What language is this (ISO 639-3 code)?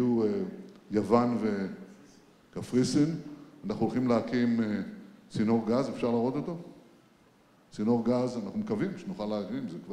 heb